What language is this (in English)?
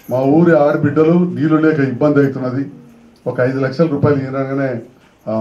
Telugu